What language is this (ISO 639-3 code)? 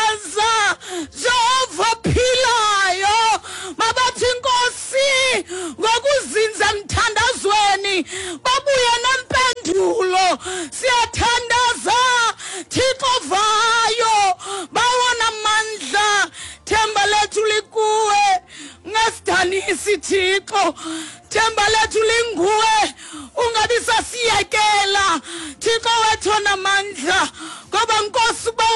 xho